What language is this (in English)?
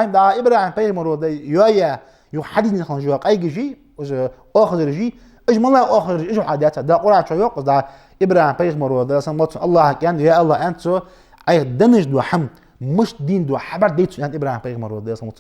Ingush